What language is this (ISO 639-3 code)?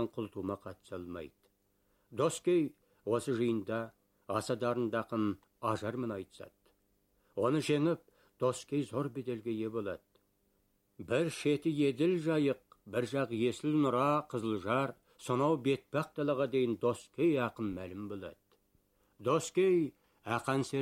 kaz